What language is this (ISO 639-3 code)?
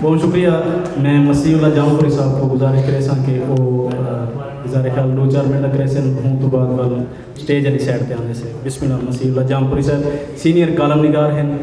skr